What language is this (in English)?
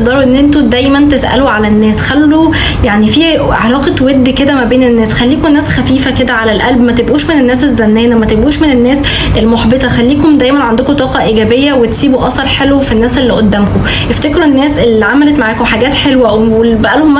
Egyptian Arabic